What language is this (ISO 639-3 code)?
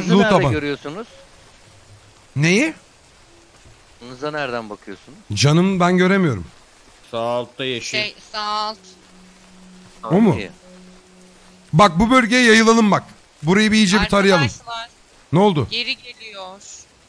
tur